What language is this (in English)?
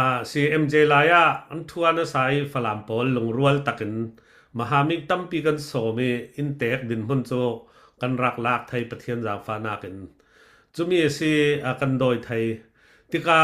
Falam Chin